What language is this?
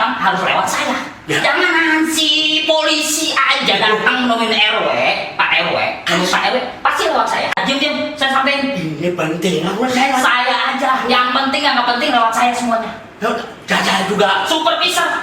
Betawi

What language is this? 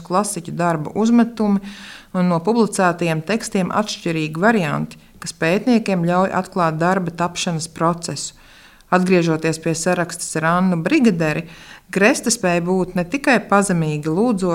Latvian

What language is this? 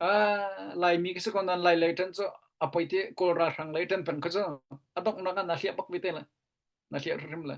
Hakha Chin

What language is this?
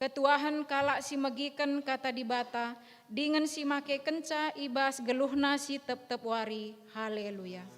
Batak Karo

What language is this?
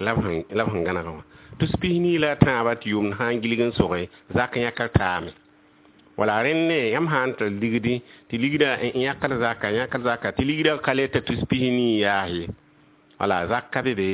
Mossi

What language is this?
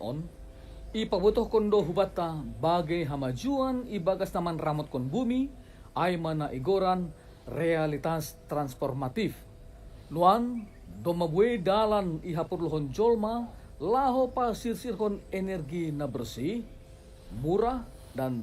Batak Simalungun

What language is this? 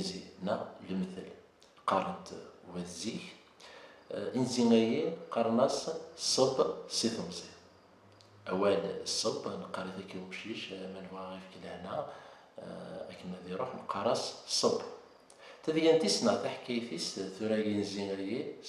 Kabyle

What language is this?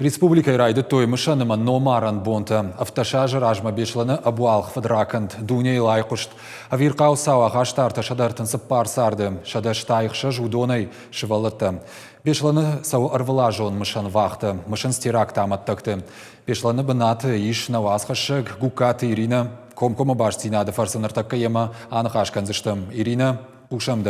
Ossetic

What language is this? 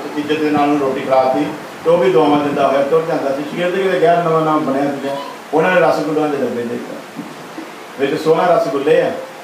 Punjabi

